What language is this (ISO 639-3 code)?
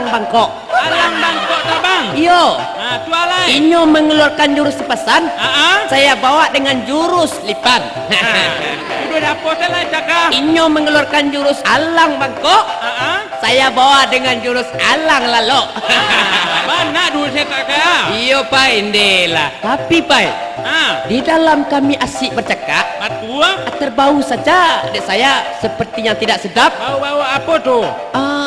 min